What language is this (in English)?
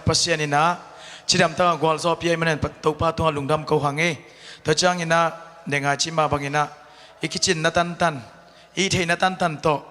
Tedim Chin